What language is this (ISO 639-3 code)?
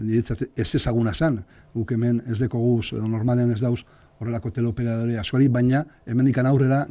eus